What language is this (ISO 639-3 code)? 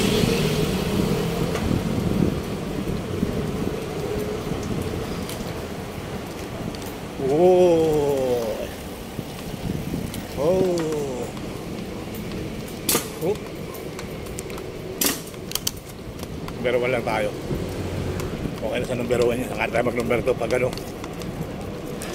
fil